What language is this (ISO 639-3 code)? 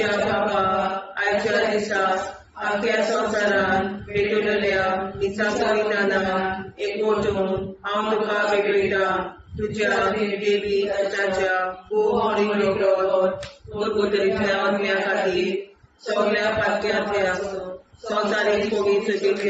kok